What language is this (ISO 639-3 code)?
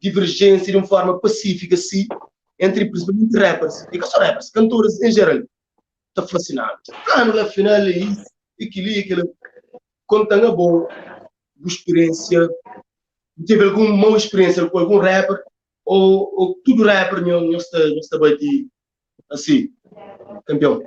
kea